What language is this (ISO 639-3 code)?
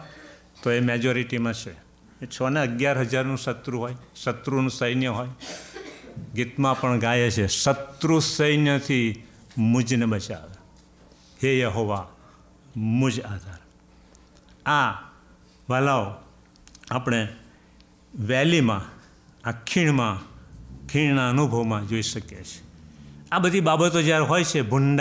guj